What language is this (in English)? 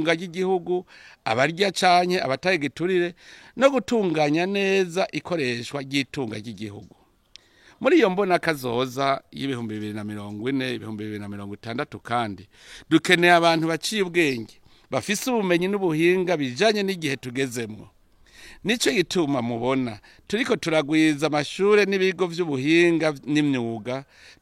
Rundi